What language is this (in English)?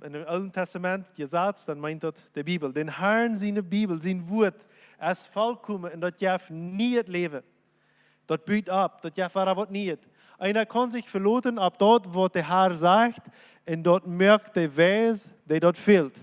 Plautdietsch